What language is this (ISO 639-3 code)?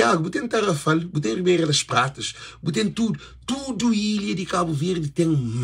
kea